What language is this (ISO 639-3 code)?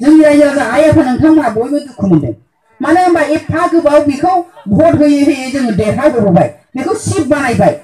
brx